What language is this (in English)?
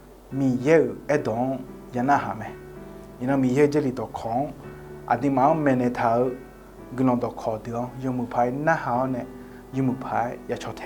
Akha